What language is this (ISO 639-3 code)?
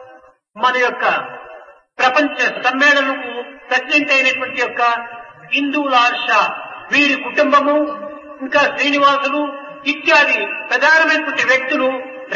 tel